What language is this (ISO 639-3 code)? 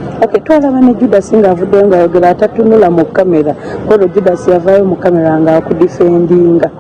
lug